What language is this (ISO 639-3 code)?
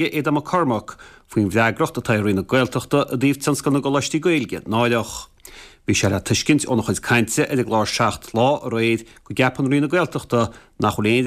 gle